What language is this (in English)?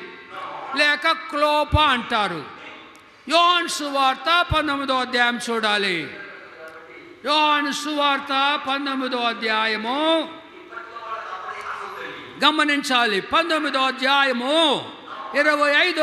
Telugu